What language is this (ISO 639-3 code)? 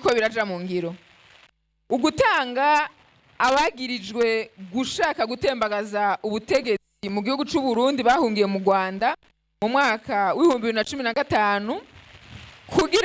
run